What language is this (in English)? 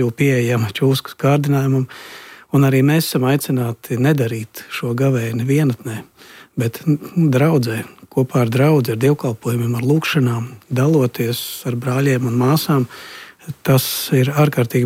Latvian